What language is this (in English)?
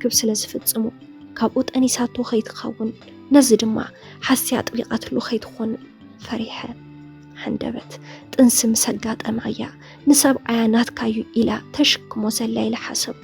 Tigrinya